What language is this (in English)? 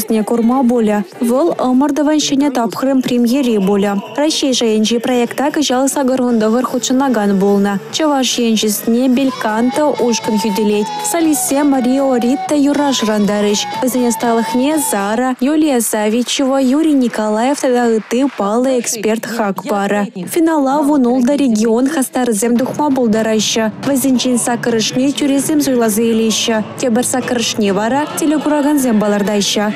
Chuvash